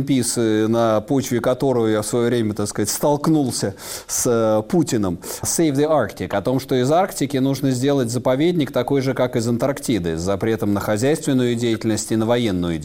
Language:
Russian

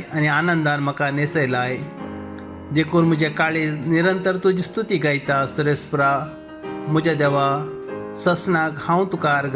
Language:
Konkani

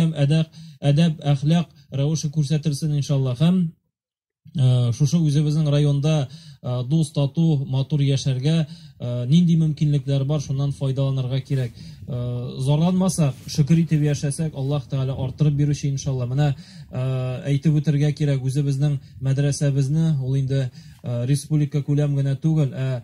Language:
Tatar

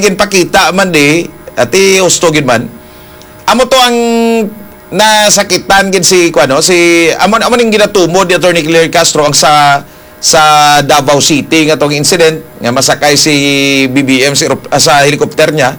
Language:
Hiligaynon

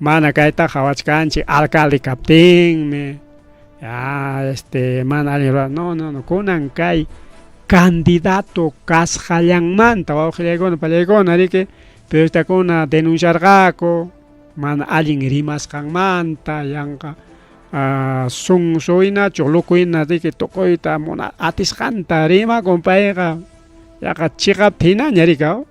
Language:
Ayacucho Quechua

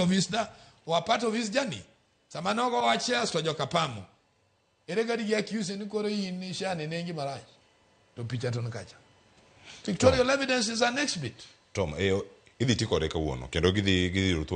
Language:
Luo (Kenya and Tanzania)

